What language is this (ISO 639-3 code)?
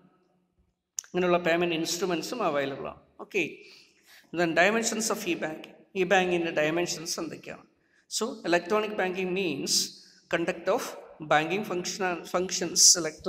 mal